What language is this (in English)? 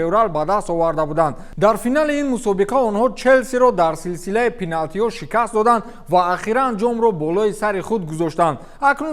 Tajik